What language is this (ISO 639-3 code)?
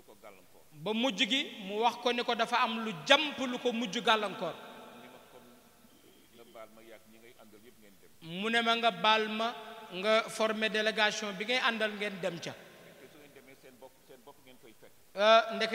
wol